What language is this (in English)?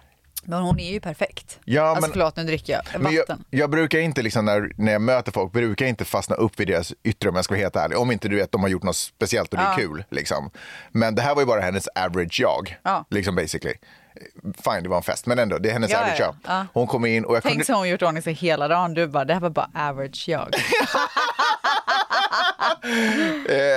Swedish